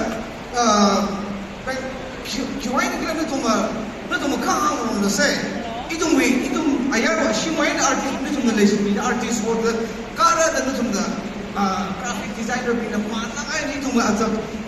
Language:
Tangkhul Naga (India)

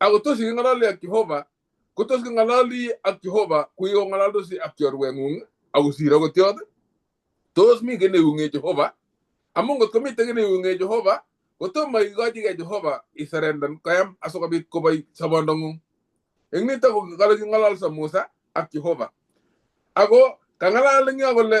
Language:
Kalenjin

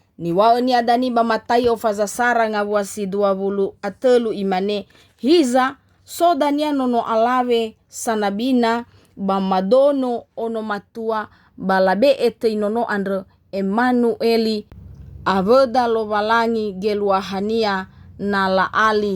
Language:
Nias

